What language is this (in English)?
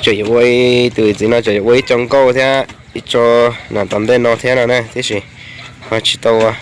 Hmong